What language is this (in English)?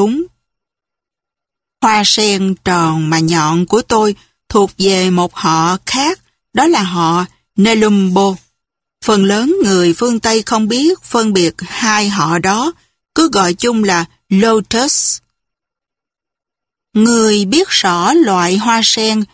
Vietnamese